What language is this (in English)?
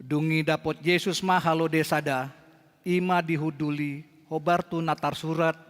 Batak Toba